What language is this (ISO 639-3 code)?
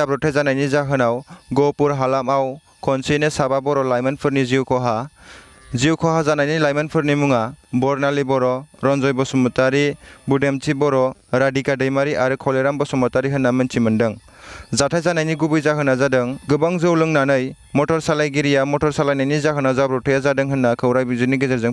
brx